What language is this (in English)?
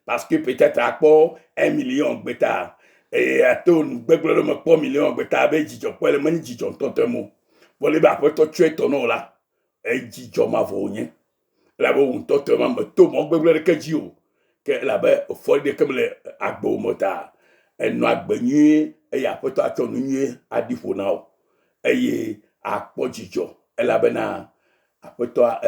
Ewe